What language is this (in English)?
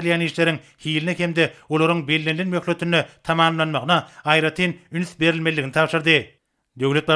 Turkmen